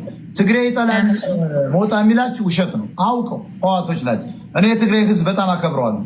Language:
Amharic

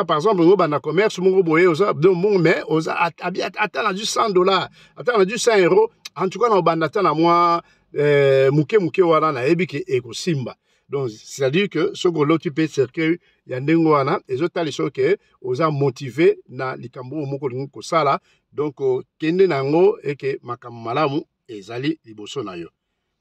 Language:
Lingala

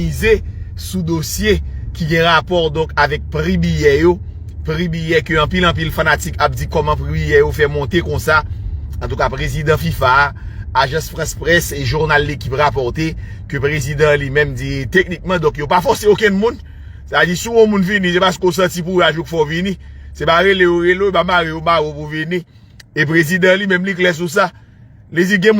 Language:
Haitian Creole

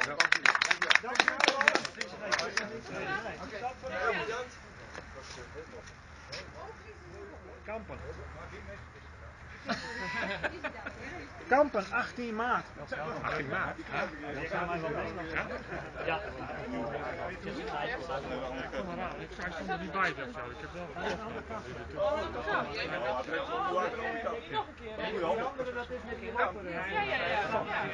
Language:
Dutch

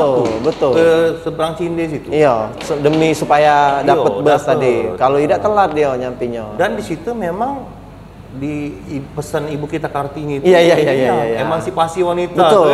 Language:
Musi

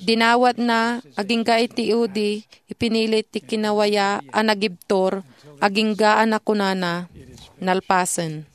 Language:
Iloko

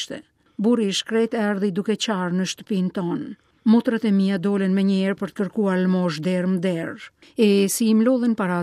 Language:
Albanian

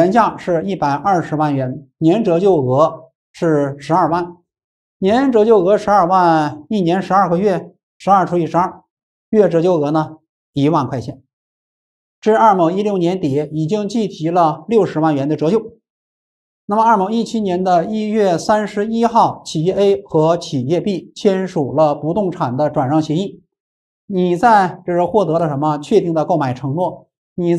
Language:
Chinese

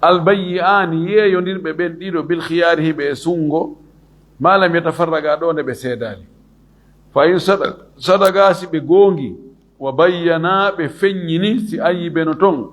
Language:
Fula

